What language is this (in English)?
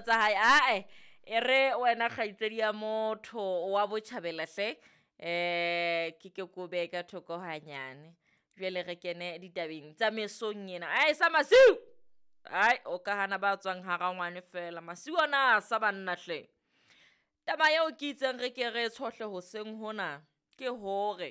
Southern Sotho